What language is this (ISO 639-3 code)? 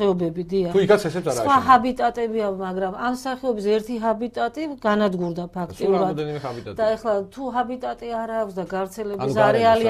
kat